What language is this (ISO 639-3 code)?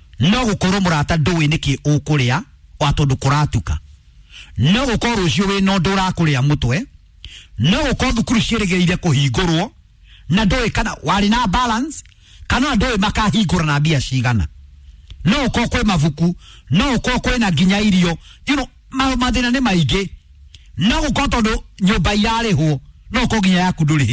kik